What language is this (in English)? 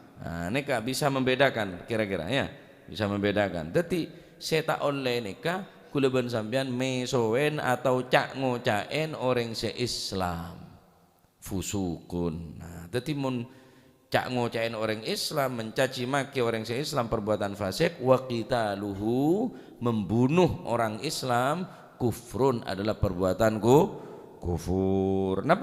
Madurese